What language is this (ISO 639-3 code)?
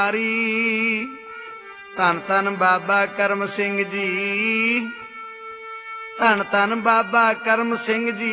pan